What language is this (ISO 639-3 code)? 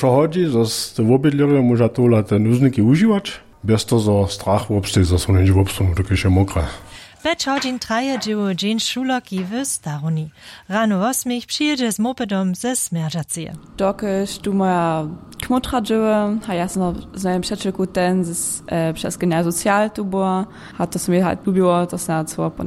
hsb